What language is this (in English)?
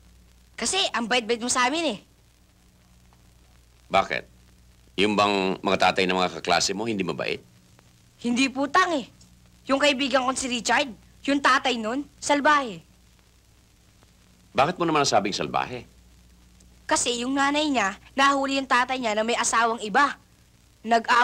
Filipino